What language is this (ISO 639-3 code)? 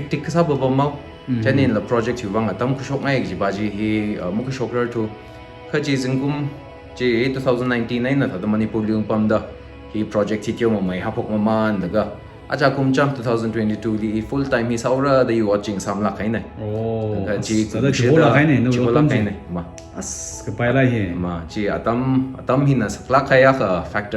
nmf